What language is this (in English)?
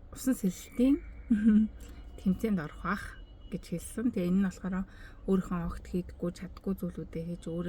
Mongolian